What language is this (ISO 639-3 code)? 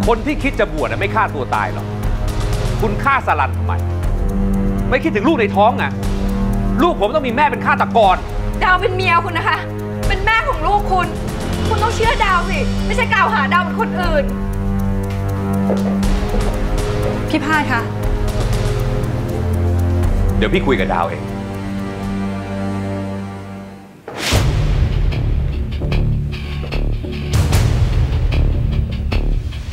tha